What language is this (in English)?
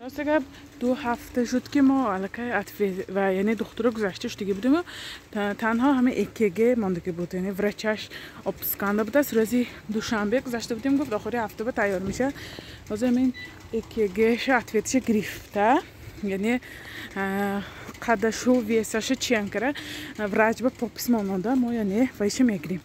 Tajik